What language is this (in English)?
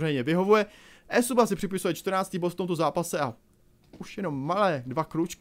Czech